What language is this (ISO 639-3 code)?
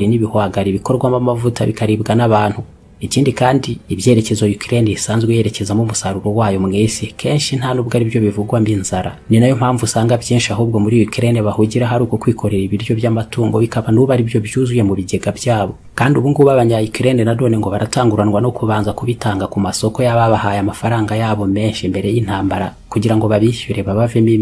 kin